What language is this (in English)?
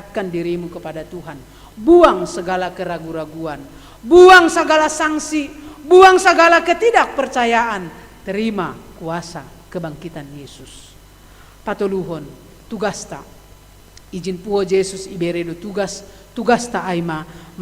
Batak Simalungun